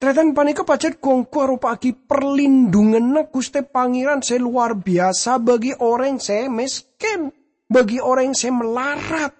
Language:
Madurese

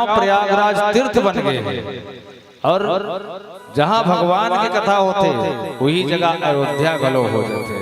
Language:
Chhattisgarhi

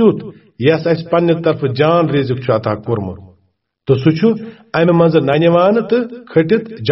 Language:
Kashmiri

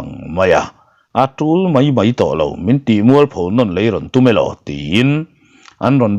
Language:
Mizo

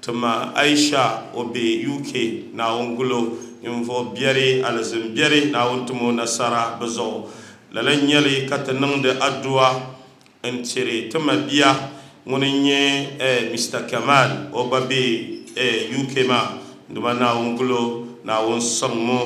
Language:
Dagbani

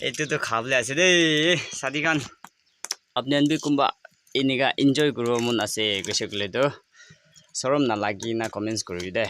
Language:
Naga Pidgin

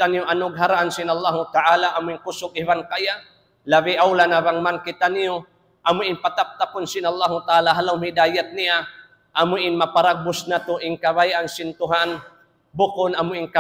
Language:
Tausug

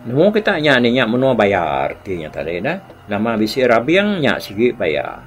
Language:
Iban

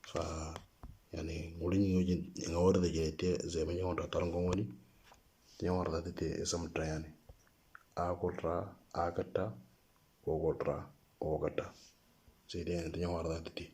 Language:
Moro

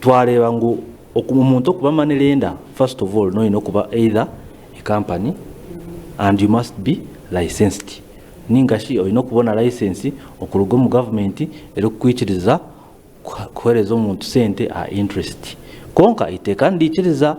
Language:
Nyankole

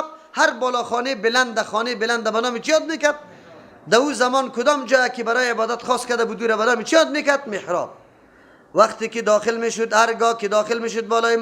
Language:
Persian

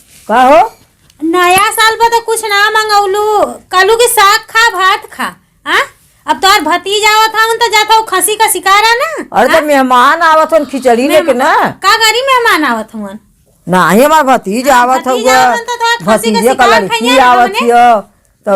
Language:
Awadhi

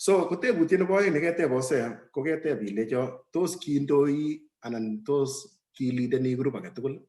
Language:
Kalenjin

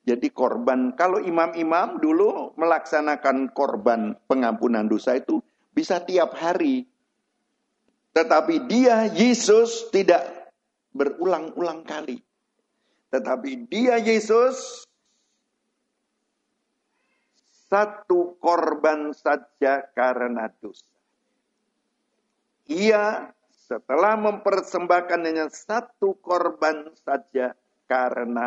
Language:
Indonesian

